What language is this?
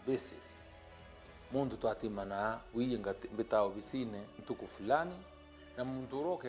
Meru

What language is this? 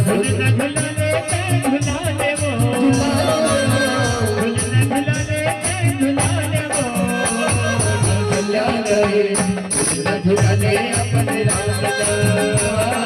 Chhattisgarhi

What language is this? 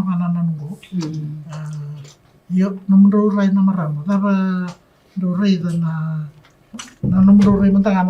Fijian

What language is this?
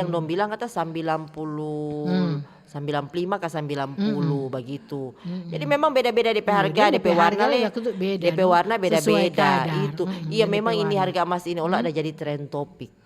Manado Malay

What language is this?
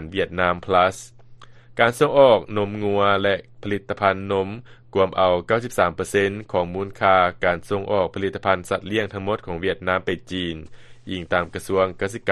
Lao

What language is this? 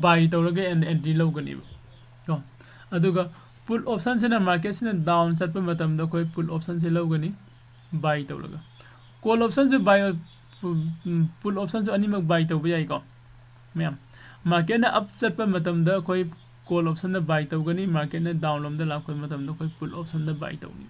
Manipuri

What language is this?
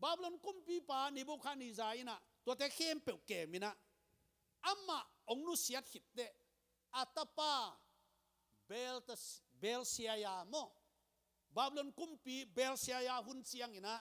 Tedim Chin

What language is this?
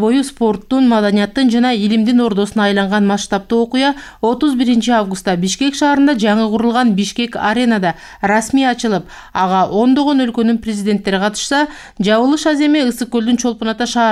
Kyrgyz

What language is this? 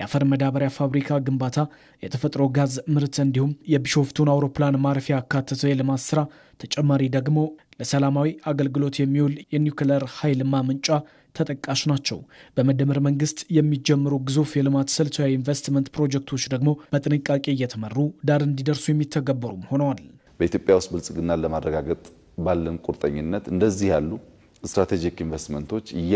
Amharic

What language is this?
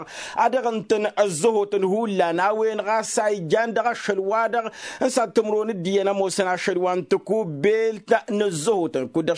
Tamasheq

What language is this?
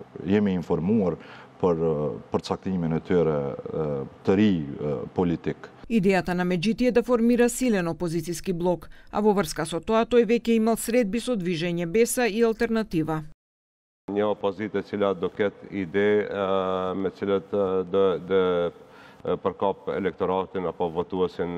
Macedonian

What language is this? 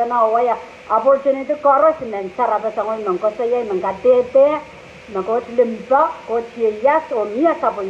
Pohnpeian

